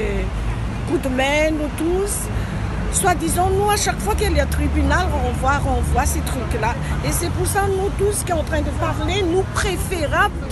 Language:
Morisyen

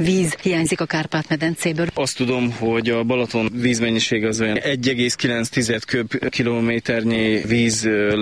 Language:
Hungarian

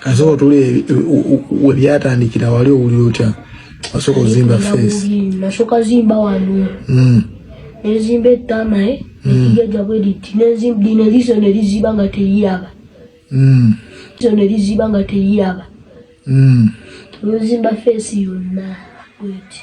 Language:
Ganda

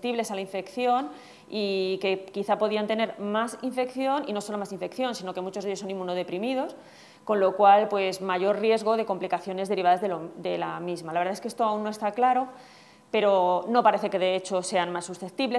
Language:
Spanish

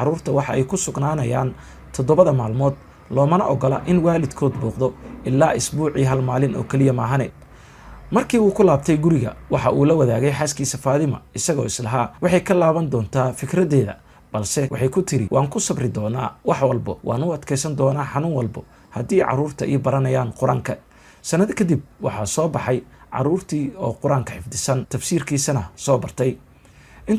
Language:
Somali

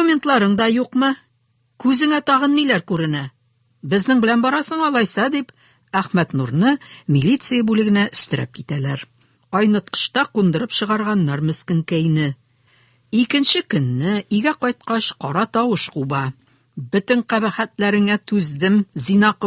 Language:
Tatar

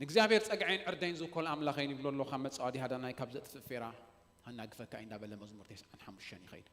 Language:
Tigrinya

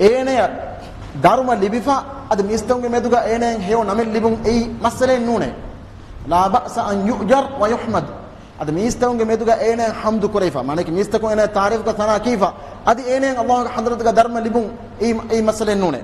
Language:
Divehi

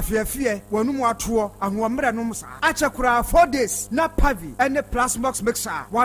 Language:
Akan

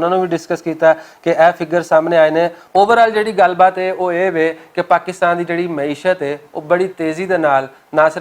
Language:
Western Panjabi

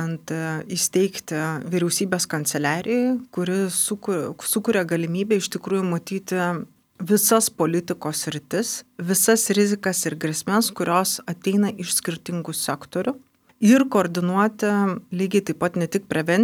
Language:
Lithuanian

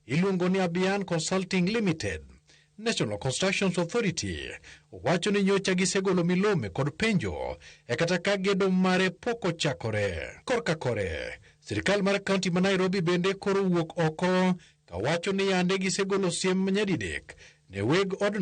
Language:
Luo (Kenya and Tanzania)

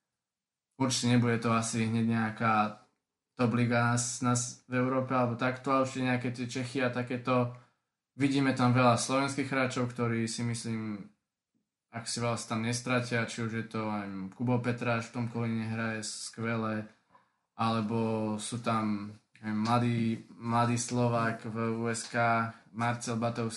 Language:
Slovak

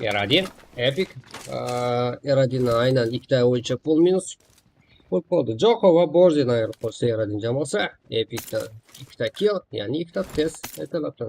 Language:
Kara-Kalpak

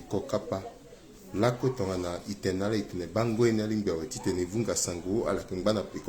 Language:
Sango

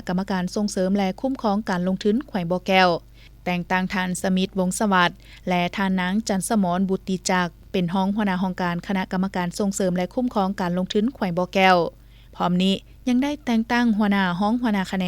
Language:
Lao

